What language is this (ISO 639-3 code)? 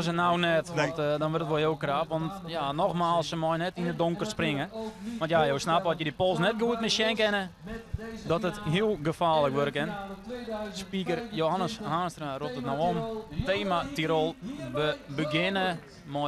fry